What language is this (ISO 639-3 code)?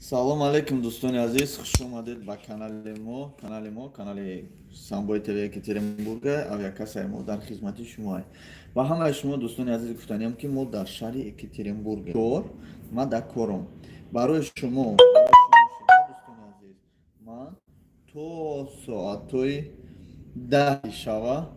tgk